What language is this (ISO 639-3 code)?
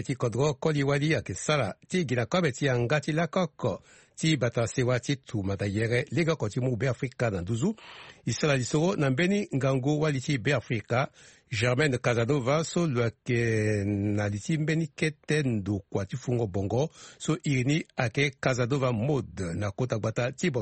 sag